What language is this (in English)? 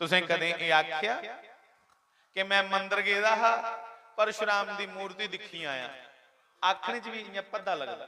Dogri